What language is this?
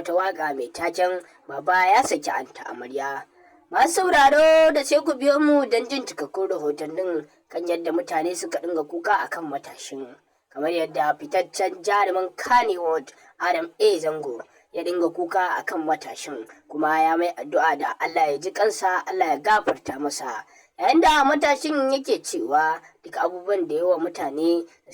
Hausa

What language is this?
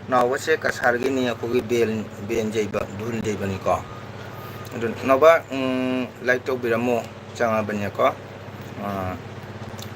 Manipuri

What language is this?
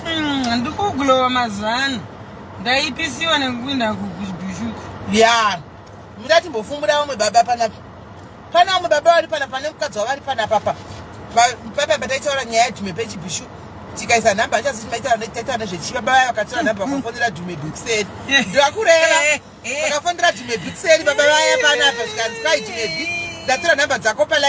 Shona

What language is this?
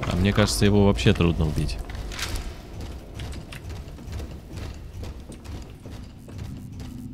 Russian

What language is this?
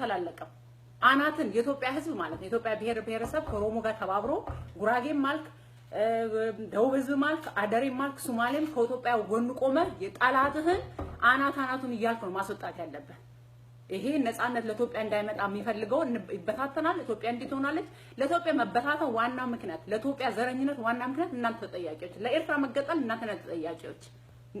Amharic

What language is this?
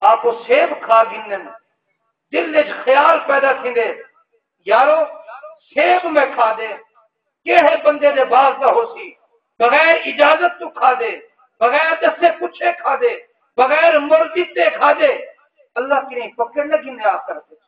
Saraiki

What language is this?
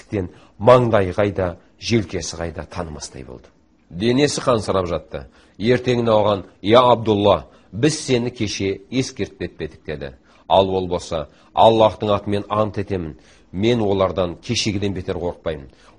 Kazakh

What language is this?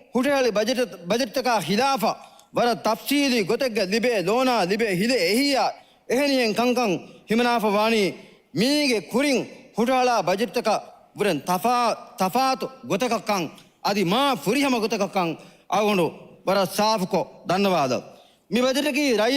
Divehi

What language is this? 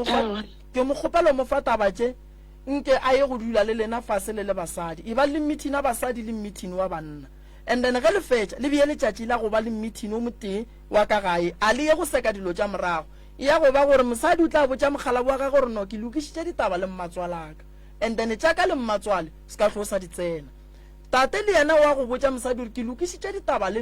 Northern Sotho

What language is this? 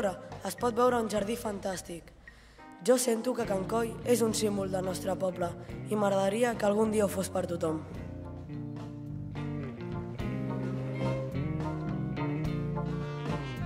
Catalan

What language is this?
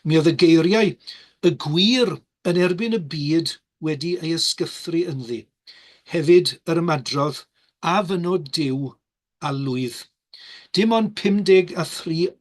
Welsh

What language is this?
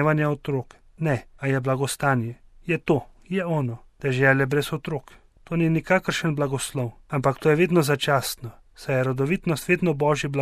Slovenian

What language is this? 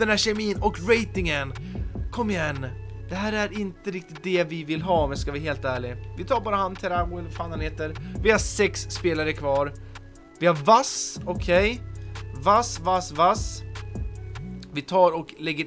Swedish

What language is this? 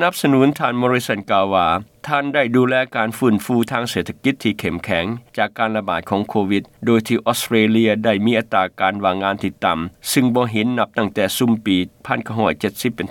Lao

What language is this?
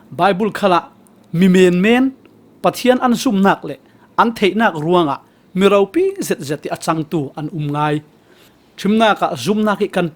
Falam Chin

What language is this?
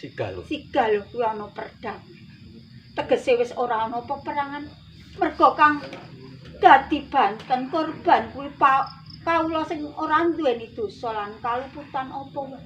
Javanese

